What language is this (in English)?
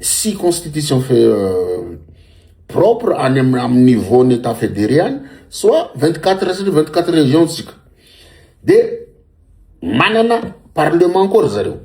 Malagasy